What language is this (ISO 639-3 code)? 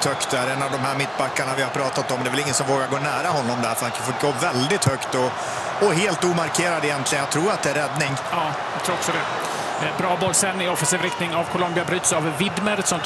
swe